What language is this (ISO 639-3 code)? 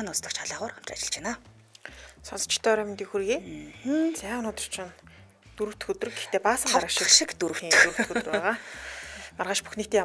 mon